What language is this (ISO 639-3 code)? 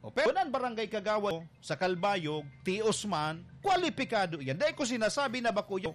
bik